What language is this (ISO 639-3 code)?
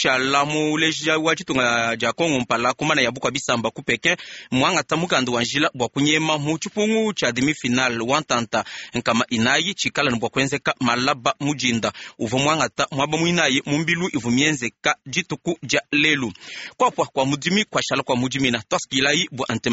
lua